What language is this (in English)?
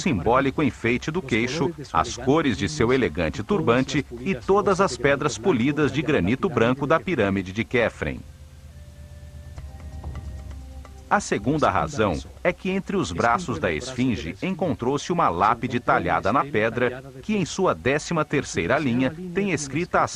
Portuguese